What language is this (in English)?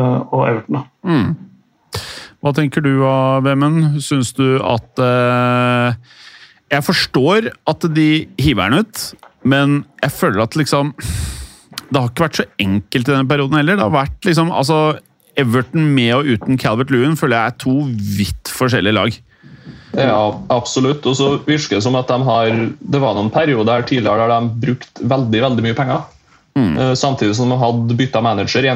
Norwegian